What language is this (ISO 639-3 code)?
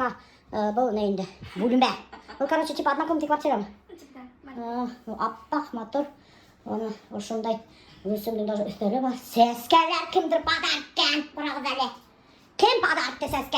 bak